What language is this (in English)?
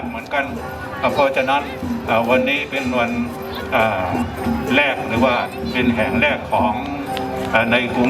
Shan